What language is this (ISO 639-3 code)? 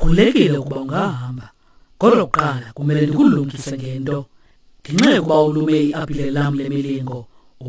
xho